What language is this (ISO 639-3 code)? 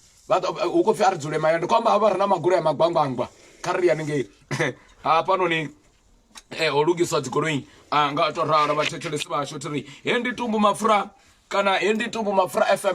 ven